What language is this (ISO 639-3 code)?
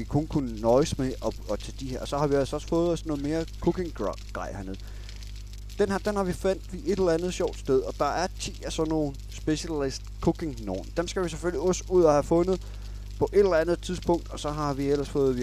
dan